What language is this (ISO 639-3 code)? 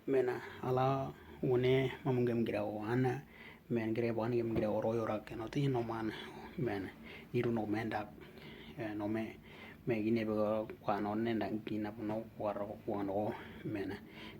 dnw